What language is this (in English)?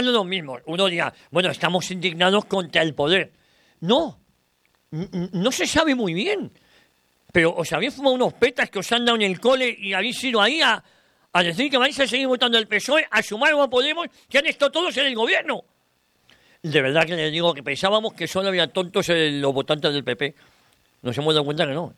Spanish